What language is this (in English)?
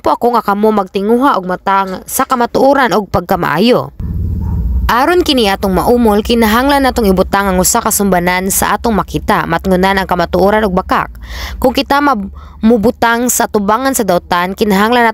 Cebuano